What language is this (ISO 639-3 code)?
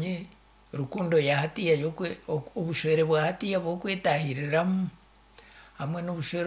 nyn